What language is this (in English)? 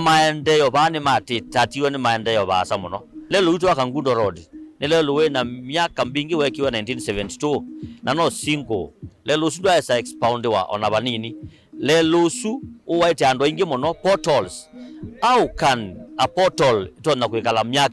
Kamba